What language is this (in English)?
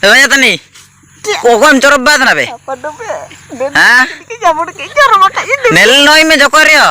Ho